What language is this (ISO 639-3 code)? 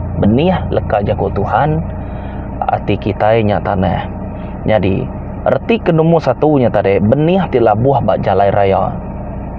iba